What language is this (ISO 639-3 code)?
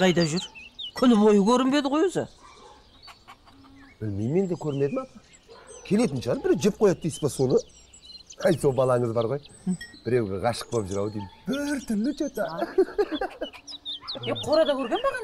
kaz